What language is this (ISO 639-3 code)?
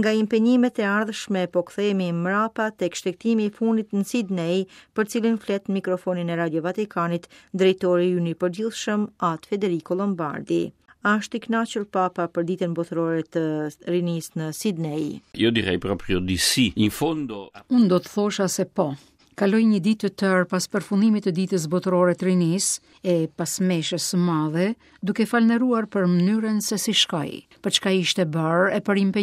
sqi